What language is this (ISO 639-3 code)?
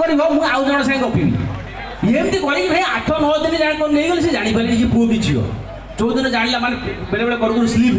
ori